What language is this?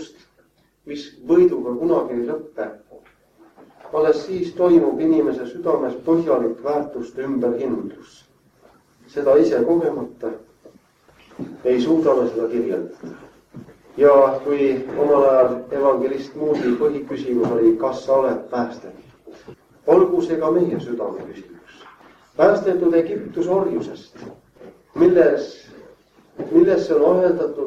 Estonian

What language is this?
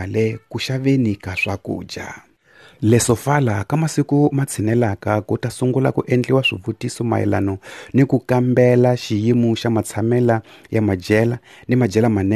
Tsonga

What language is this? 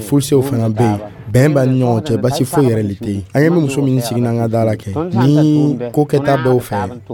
Dyula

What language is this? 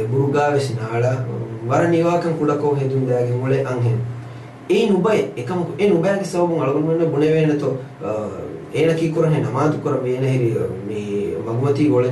Divehi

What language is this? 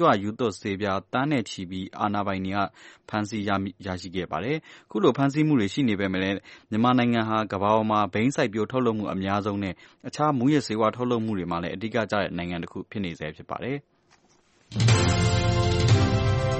Burmese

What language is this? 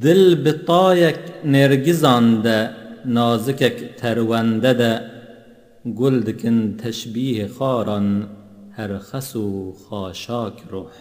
Kurdish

